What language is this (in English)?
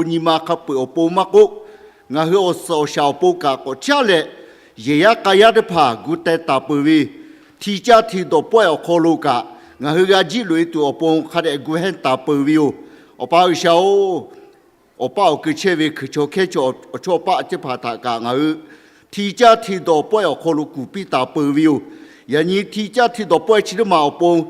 Lahu